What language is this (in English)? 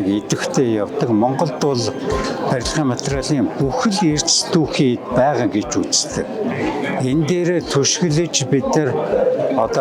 Mongolian